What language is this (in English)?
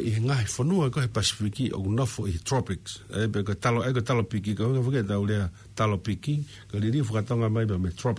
Tongan